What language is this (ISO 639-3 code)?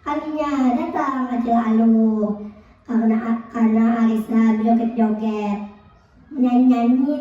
bjn